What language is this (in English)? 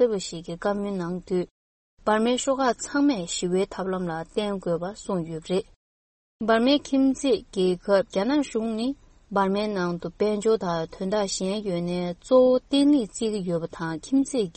Tibetan